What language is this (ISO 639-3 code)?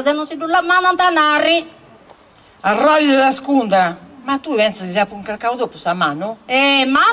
srd